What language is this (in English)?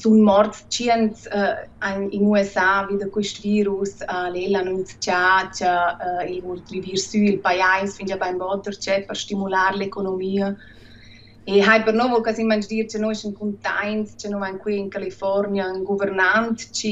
Romansh